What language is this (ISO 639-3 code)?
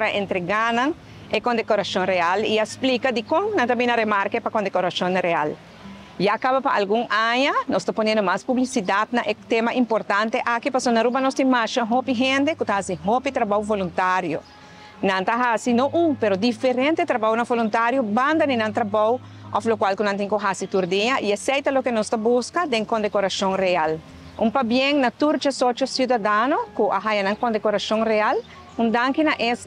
pap